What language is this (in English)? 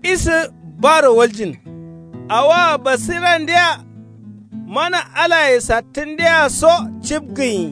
Kanuri